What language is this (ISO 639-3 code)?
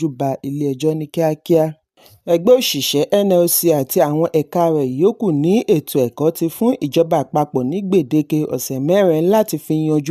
yor